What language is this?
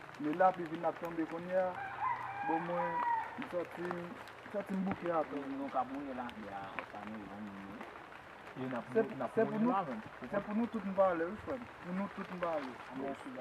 Haitian Creole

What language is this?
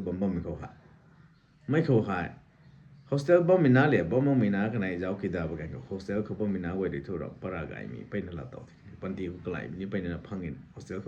Rongmei Naga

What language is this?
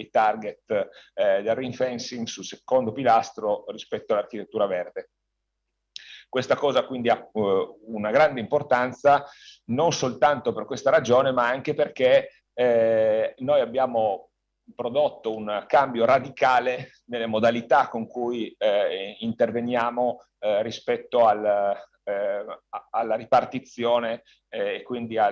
Italian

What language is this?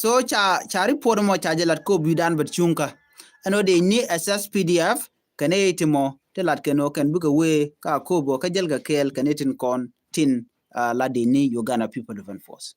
Nuer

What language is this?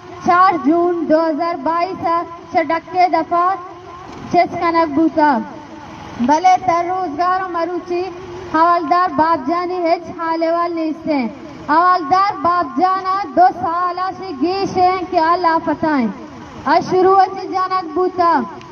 Baluchi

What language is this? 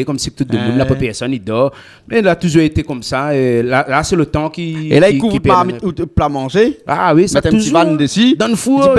Réunion Creole French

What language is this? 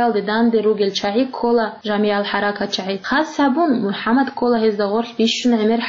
Avaric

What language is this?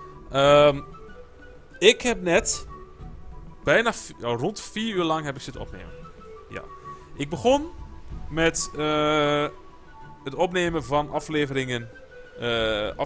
Dutch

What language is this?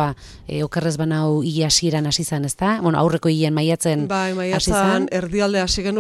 Basque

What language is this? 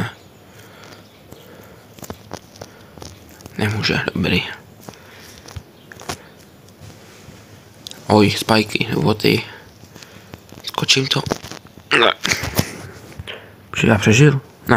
Czech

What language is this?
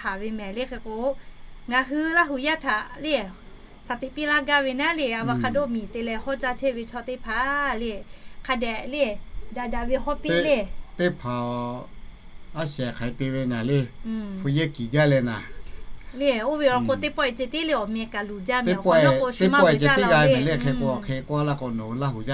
Lahu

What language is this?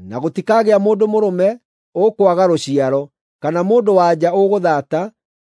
Kikuyu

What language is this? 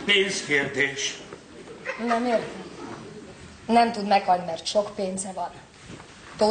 Hungarian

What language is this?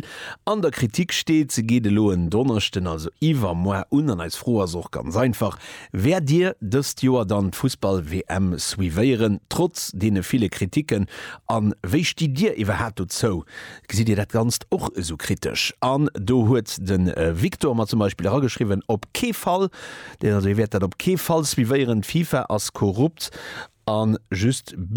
Luxembourgish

